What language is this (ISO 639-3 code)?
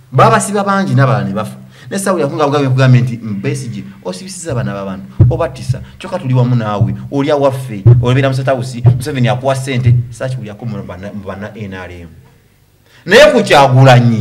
lug